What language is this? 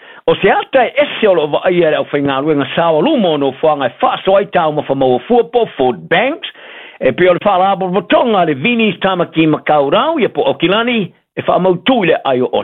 Samoan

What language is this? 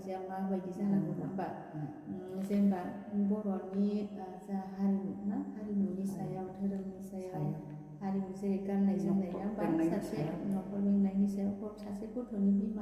Bodo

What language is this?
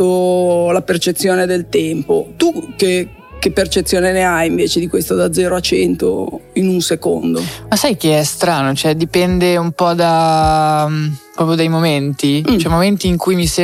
Italian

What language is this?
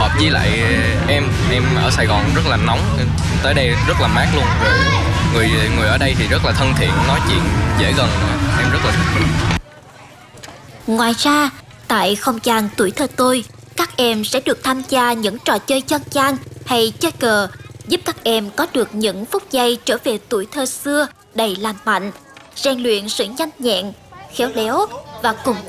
Vietnamese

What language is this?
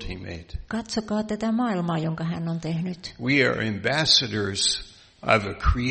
Finnish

